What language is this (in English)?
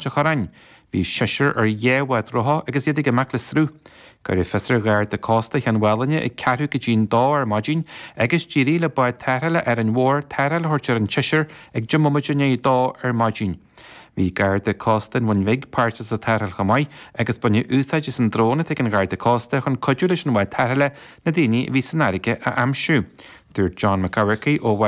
Irish